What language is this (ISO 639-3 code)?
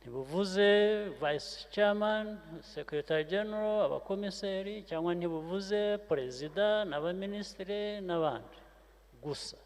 kin